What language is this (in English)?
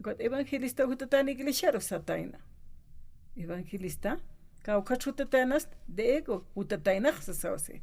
Aymara